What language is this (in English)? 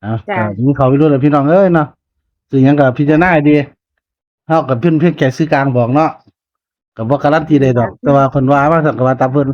Northeastern Thai